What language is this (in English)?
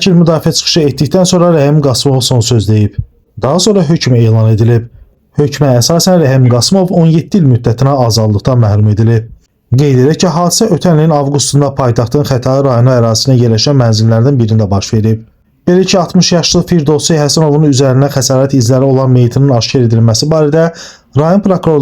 Azerbaijani